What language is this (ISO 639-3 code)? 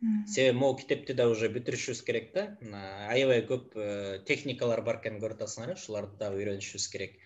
kir